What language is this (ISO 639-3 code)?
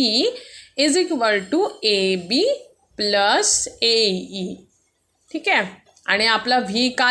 mar